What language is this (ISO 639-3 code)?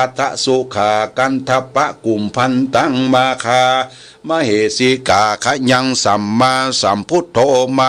pli